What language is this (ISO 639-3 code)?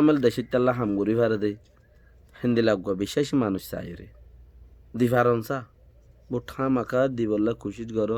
rhg